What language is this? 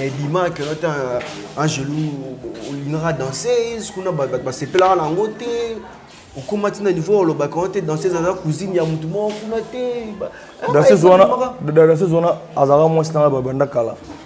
Lingala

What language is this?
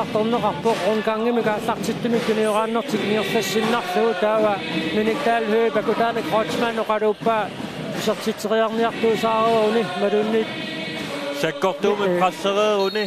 Kalaallisut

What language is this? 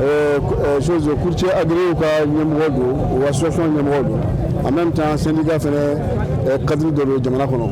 Bambara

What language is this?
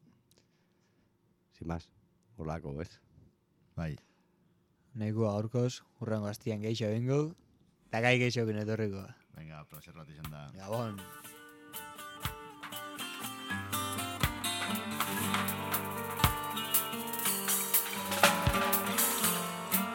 Basque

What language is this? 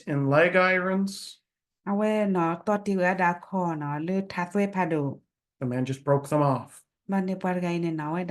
S'gaw Karen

